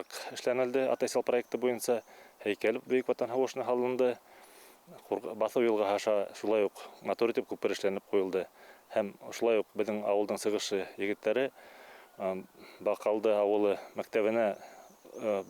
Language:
Bashkir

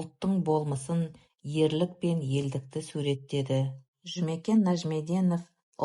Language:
Kazakh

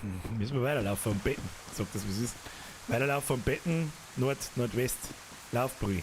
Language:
Bavarian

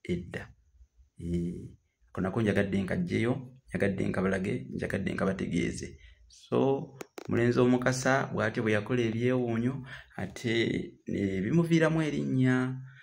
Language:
Ganda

